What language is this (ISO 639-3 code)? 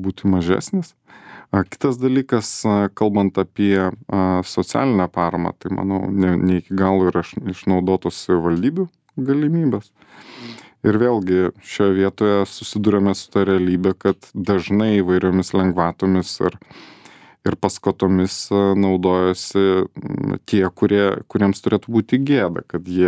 lit